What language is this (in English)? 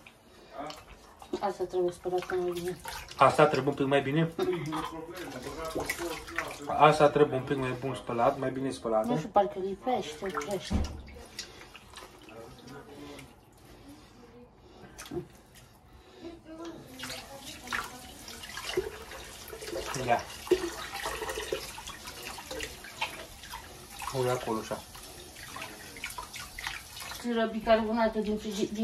Romanian